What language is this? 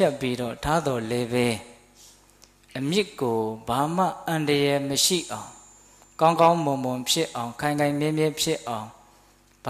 Burmese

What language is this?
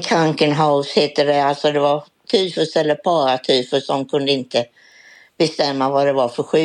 Swedish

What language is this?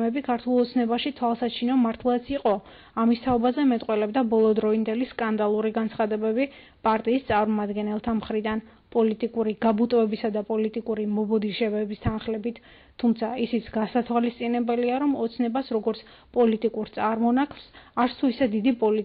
Georgian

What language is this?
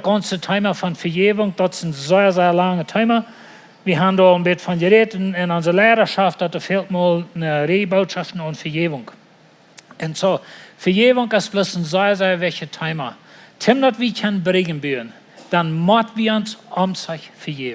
Plautdietsch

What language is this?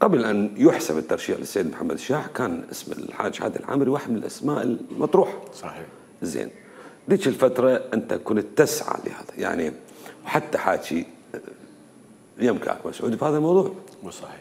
Mesopotamian Arabic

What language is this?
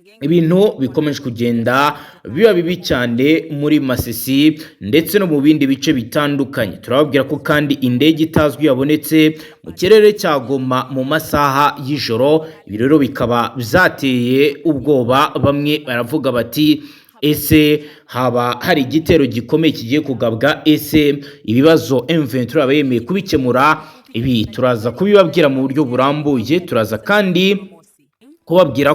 Kinyarwanda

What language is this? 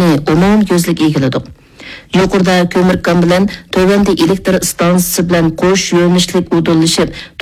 Uyghur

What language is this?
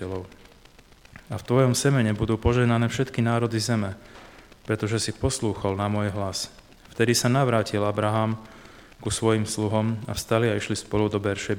Slovak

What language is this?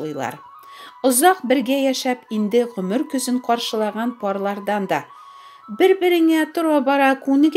Tatar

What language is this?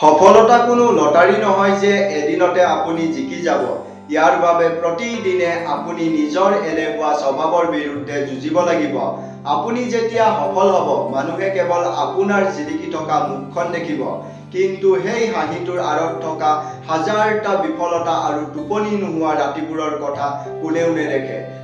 Assamese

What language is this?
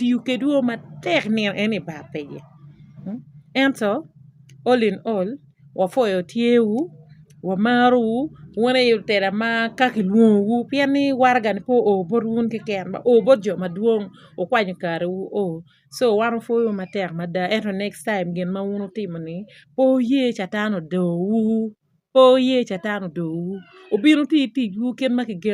Acoli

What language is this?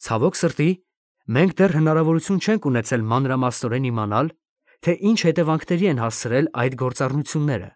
Armenian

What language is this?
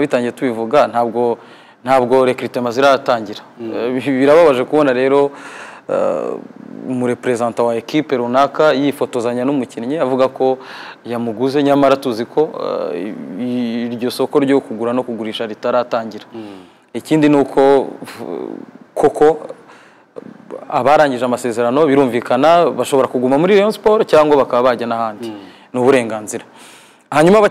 Kinyarwanda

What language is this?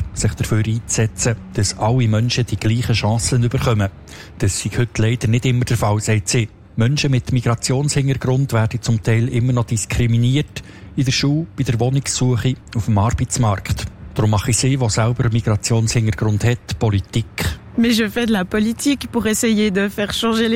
German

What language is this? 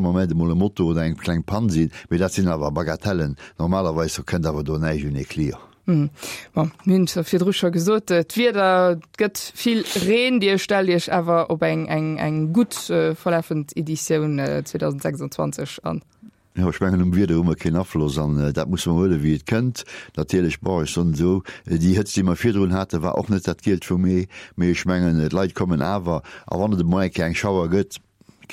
Luxembourgish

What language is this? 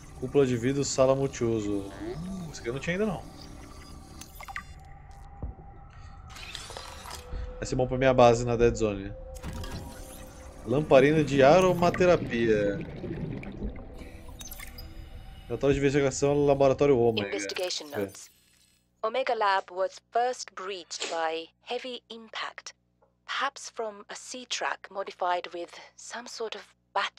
Portuguese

